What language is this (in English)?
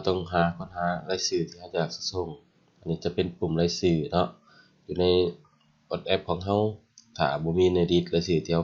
Lao